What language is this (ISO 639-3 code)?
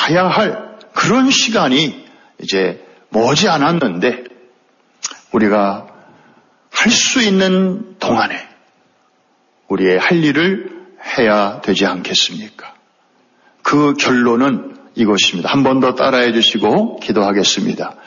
kor